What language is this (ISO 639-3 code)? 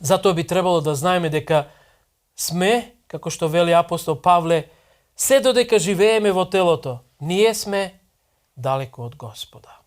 mkd